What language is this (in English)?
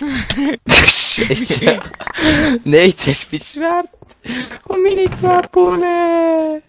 Swiss German